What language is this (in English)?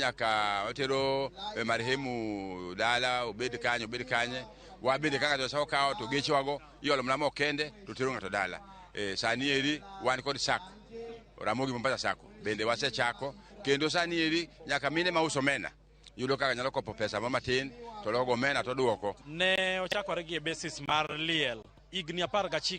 Luo (Kenya and Tanzania)